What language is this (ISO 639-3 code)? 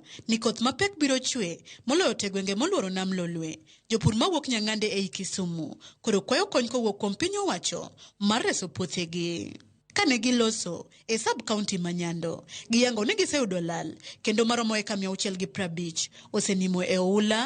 luo